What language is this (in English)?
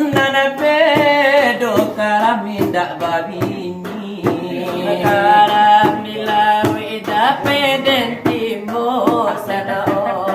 Minangkabau